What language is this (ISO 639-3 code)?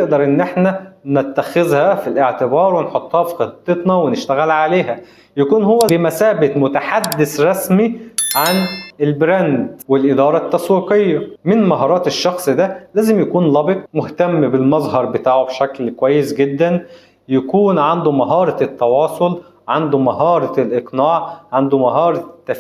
arz